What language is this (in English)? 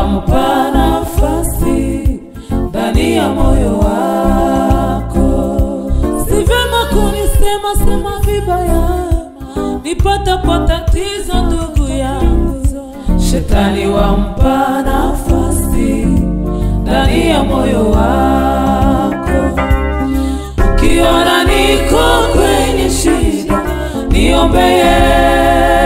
Swahili